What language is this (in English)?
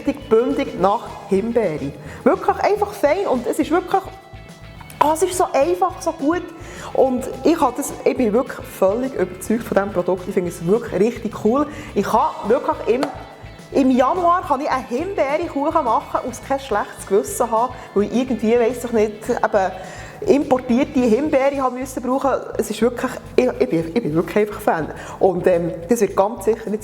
Swiss German